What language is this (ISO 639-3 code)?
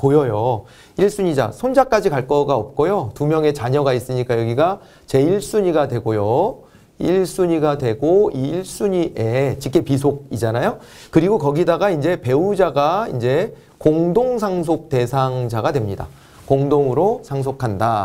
kor